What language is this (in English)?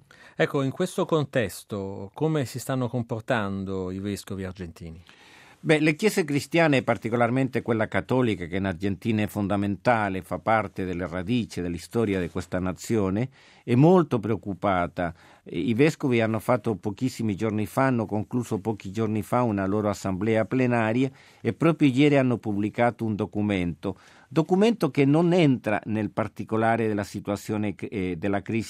Italian